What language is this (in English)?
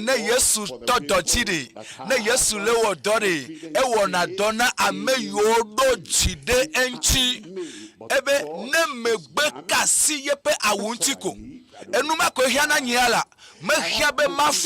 Ewe